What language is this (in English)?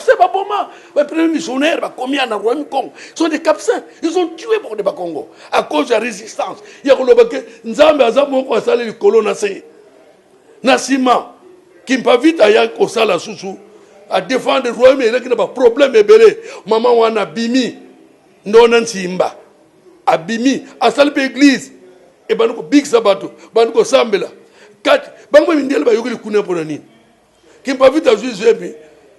Lingala